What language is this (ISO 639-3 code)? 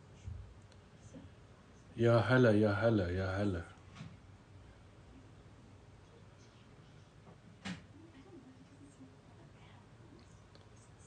fas